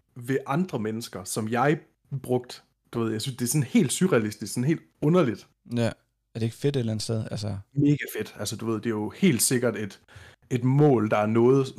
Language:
Danish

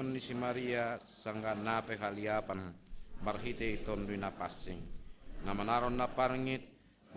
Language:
Batak Simalungun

